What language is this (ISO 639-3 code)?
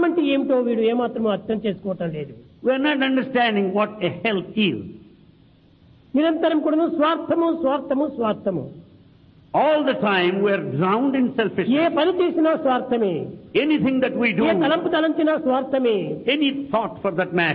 tel